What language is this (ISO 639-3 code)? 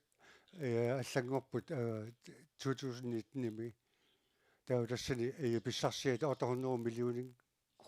kal